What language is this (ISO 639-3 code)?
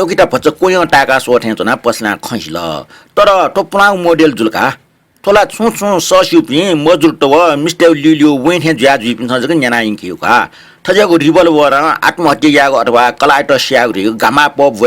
new